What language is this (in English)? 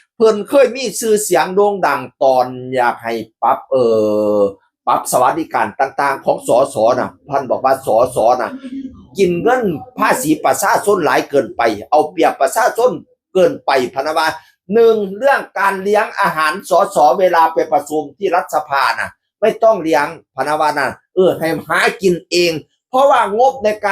Northeastern Thai